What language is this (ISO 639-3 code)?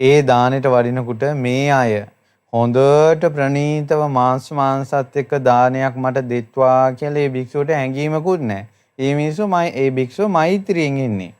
sin